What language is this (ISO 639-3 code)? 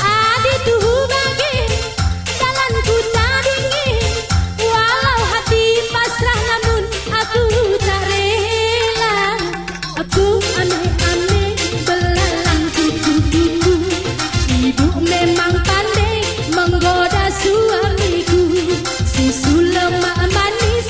btx